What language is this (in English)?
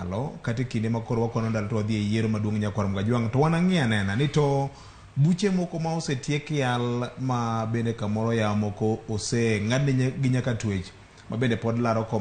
Luo (Kenya and Tanzania)